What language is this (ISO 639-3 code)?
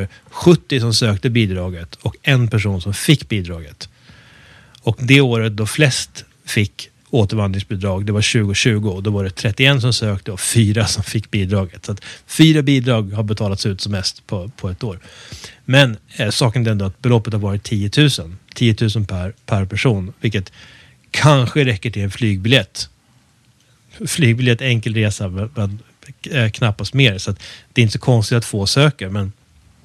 swe